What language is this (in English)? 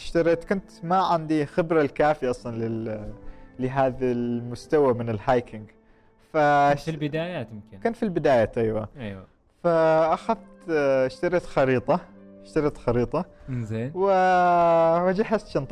Gulf Arabic